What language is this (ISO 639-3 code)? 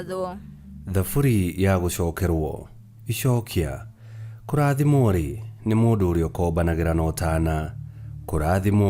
kik